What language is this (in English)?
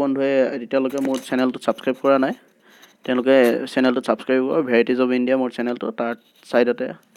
Assamese